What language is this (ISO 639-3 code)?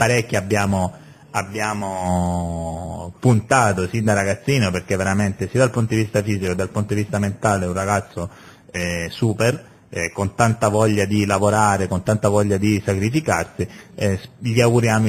ita